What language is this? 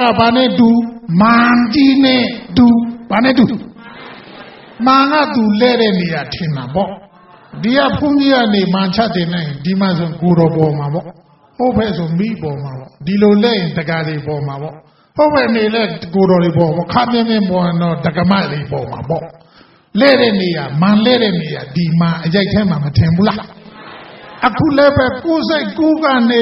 Burmese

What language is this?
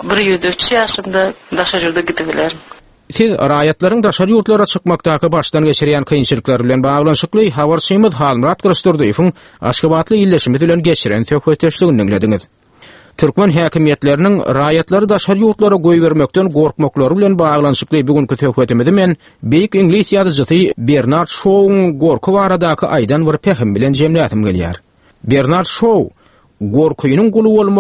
Turkmen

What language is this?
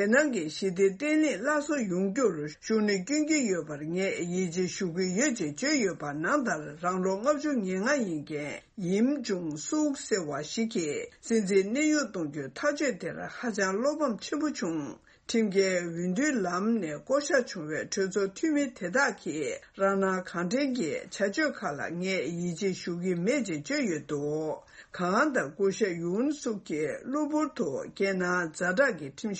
Tibetan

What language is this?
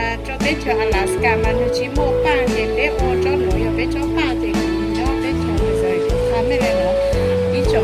Hmong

